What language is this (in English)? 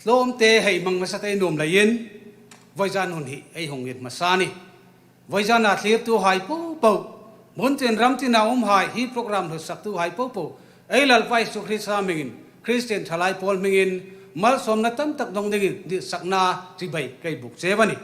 Hmar